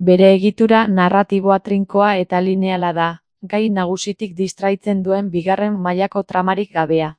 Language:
Basque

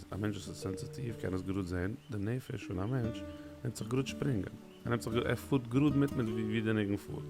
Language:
Yiddish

